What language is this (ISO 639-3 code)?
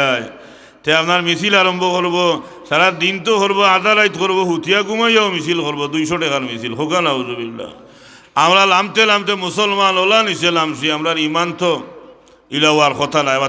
syl